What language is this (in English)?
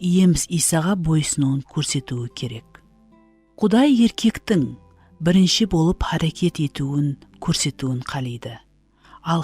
Kara-Kalpak